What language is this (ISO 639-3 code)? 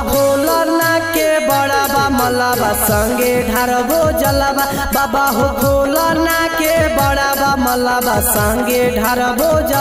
bho